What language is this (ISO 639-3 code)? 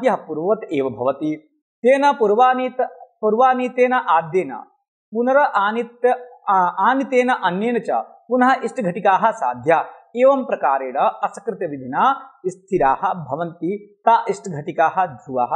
san